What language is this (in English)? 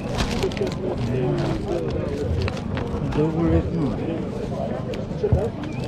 Bulgarian